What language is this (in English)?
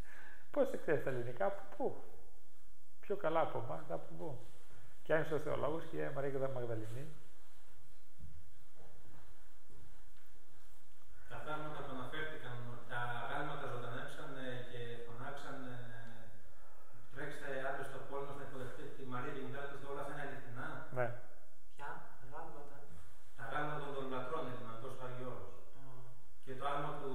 Greek